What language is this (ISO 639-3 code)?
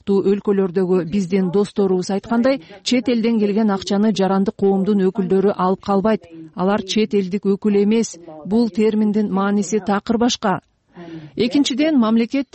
kir